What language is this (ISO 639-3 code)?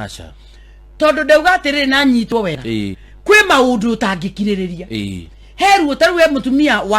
kik